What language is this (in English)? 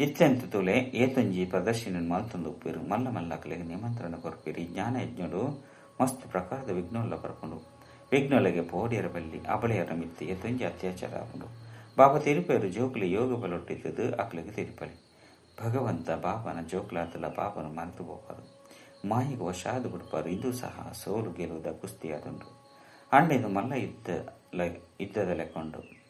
Tulu